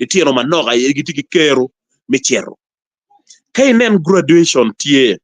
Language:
Acoli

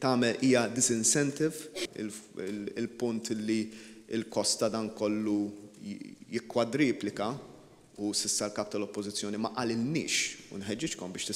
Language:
Maltese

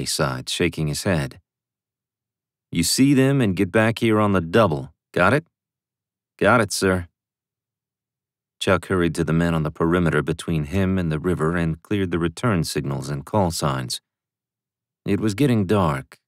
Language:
English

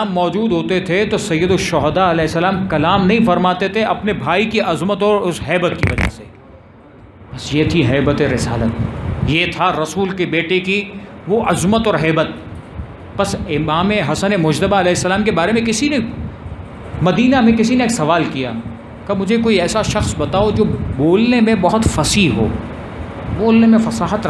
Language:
Urdu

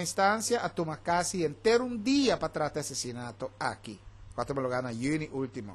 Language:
Papiamento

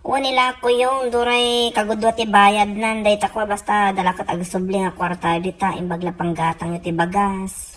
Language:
Iloko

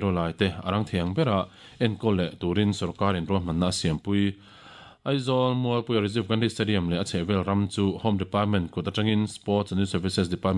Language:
Mizo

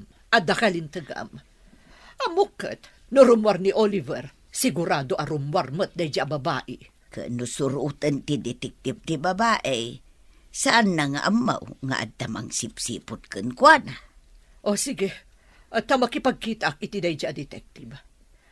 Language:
Iloko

